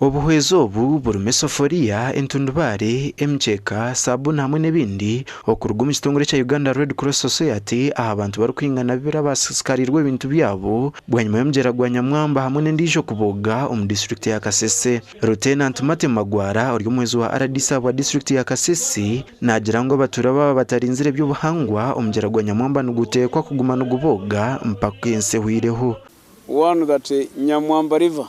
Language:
Nyankole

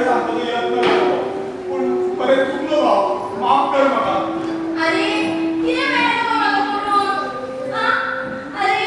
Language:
Konkani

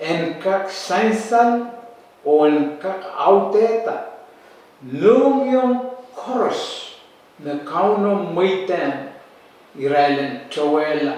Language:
Pohnpeian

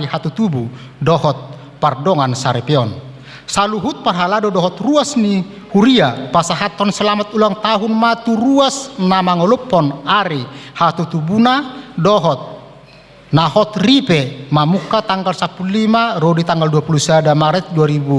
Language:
Batak Toba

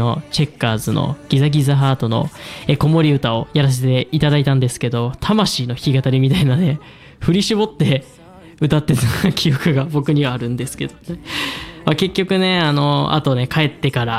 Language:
Japanese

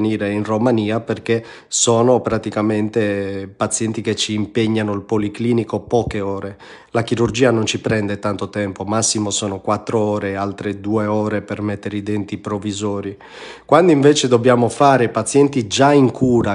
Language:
Italian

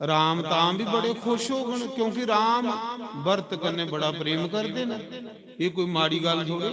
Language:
Dogri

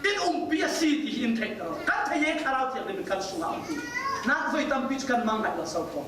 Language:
Falam Chin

